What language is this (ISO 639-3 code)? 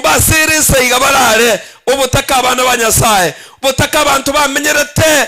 guz